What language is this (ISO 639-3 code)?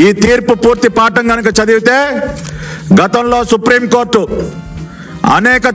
tel